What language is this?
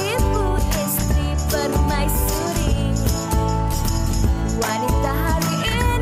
Malay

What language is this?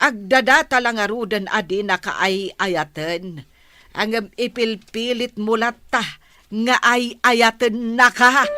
Iloko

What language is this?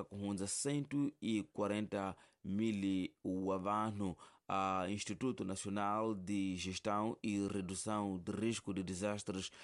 Tsonga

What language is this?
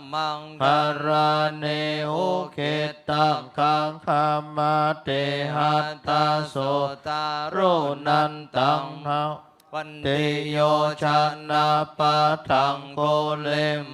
Pali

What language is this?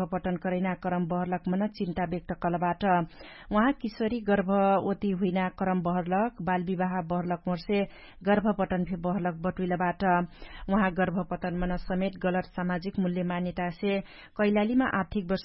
Dangaura Tharu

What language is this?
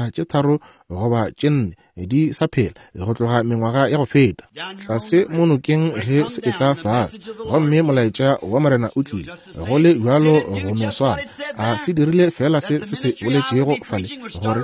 Northern Sotho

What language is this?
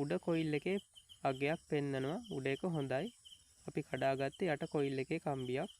Sinhala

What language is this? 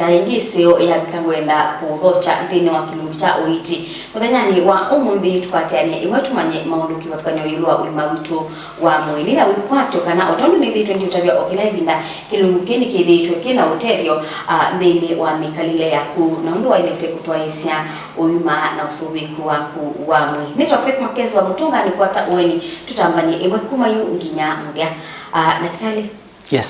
Kamba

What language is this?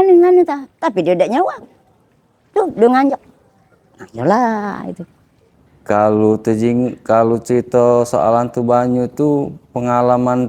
Musi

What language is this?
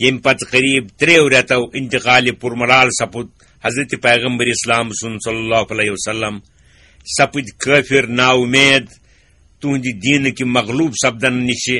Kashmiri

